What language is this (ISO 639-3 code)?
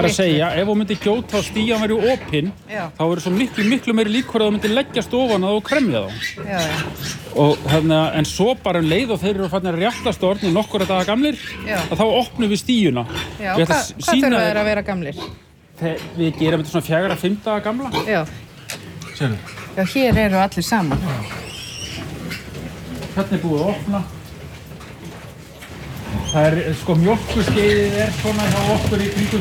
isl